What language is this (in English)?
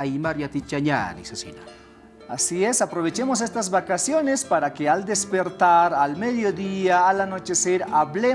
Aymara